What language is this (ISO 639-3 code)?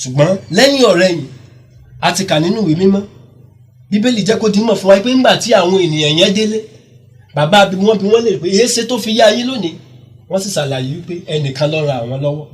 yor